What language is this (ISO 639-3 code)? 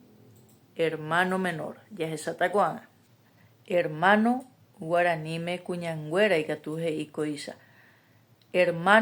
grn